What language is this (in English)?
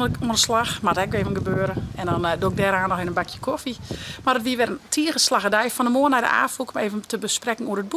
Western Frisian